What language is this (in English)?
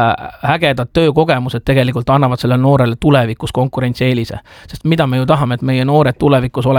Estonian